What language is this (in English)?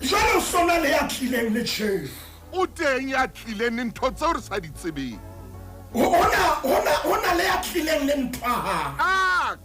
Southern Sotho